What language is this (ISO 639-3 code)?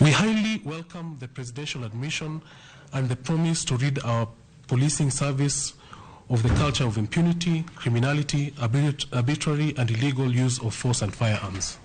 luo